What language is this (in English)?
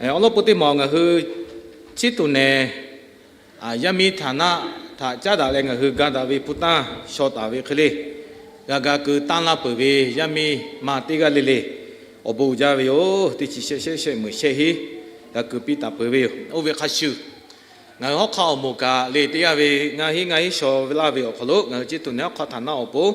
Lahu